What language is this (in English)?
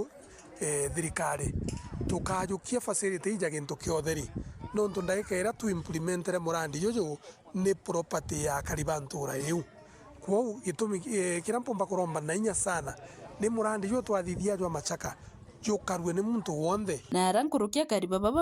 Meru